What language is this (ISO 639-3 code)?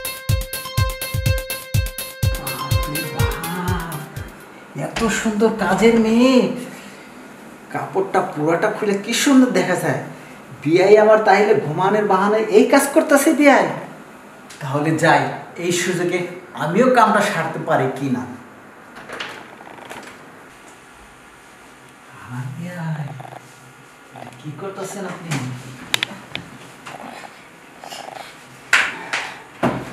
ben